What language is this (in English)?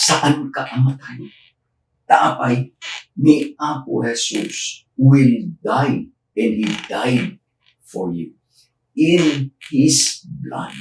Iloko